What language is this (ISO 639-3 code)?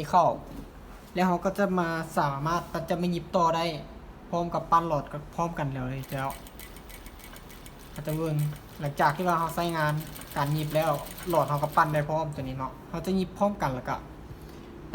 lao